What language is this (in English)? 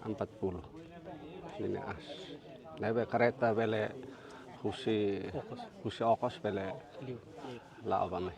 Tetum